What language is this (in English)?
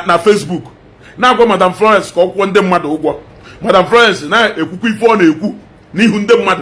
Igbo